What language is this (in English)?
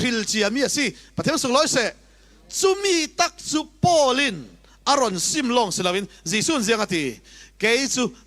Falam Chin